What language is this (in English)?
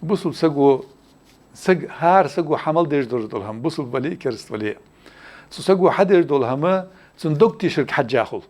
Ingush